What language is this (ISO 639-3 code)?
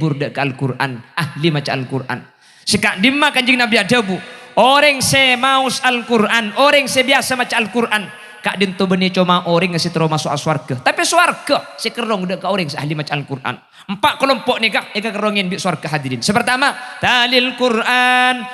mad